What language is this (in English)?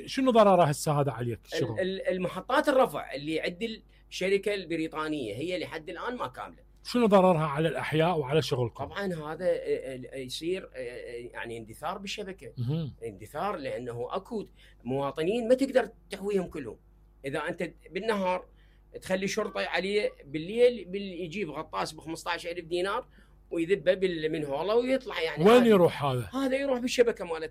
Mesopotamian Arabic